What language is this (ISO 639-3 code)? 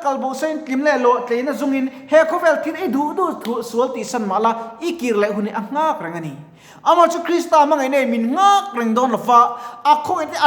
lus